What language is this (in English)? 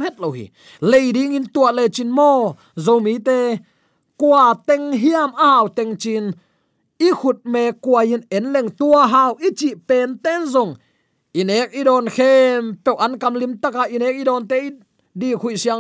Tedim Chin